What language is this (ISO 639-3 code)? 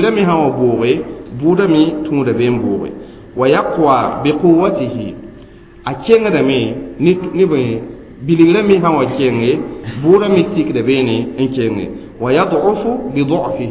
mos